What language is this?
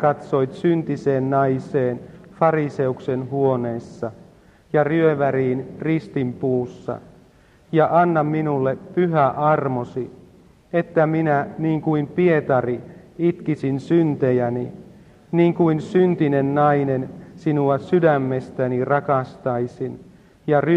Finnish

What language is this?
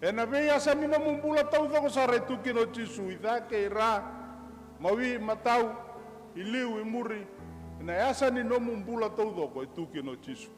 Fijian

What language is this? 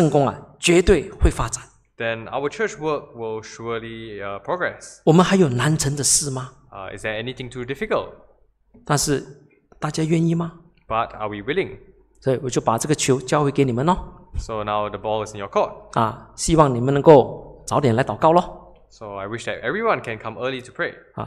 Chinese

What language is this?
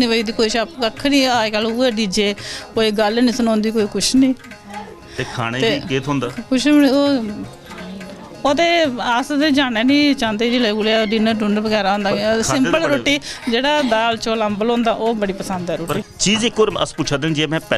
Dogri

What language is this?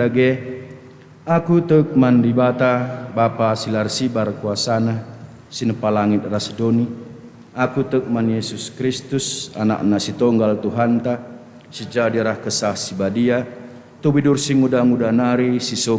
Batak Karo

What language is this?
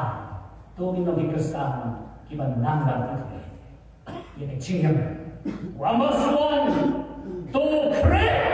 Khasi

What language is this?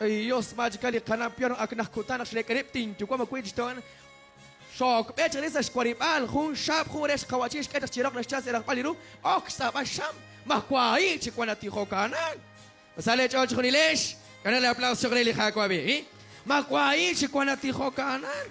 Kekchí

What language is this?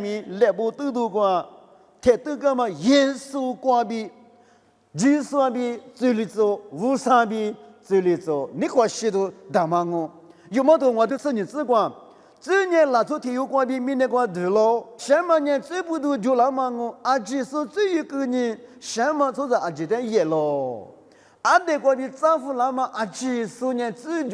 Lisu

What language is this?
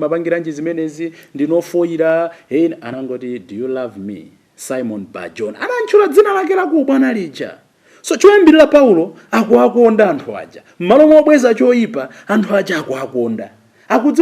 Nyanja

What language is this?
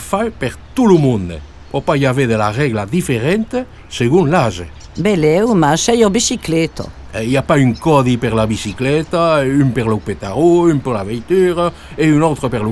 Occitan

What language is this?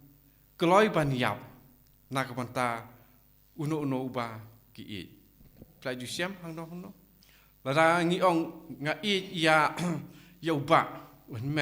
Khasi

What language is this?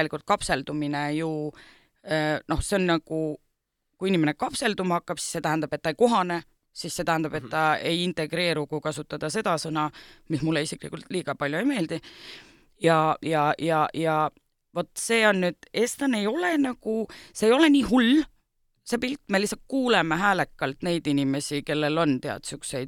Estonian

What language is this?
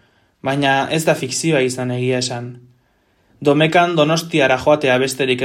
Basque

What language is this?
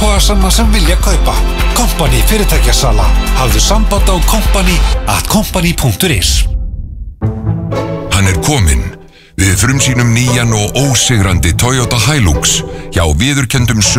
Icelandic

